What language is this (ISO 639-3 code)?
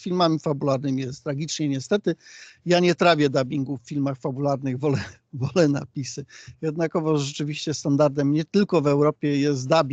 pol